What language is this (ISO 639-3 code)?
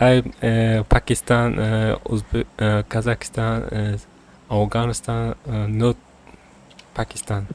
kaa